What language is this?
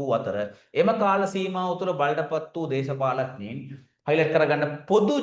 Sinhala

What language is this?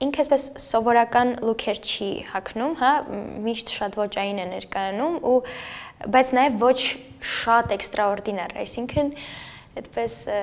Armenian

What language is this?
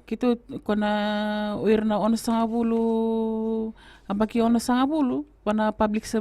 Fijian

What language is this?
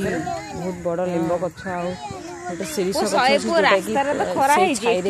Odia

